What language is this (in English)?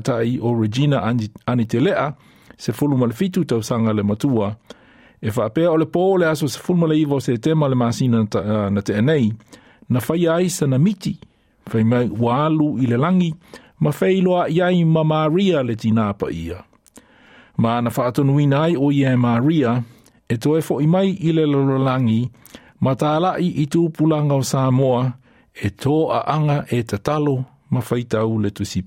Samoan